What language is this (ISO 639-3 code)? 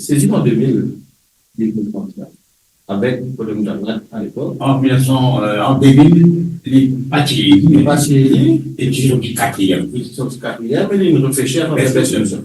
mfe